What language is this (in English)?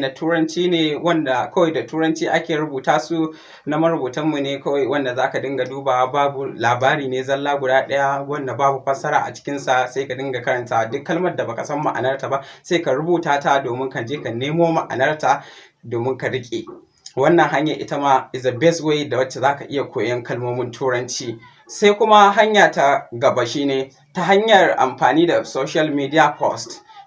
Hausa